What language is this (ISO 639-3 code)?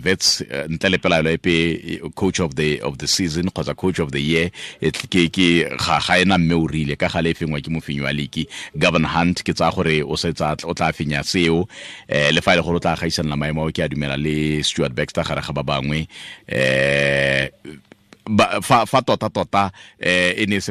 tsn